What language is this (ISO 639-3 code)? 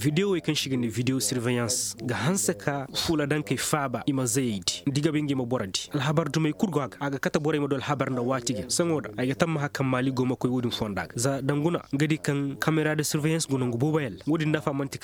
ses